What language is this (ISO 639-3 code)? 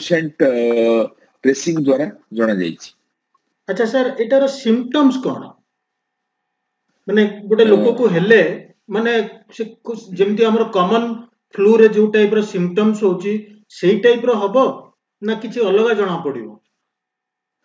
ori